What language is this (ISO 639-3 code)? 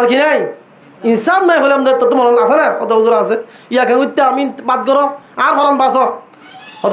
rhg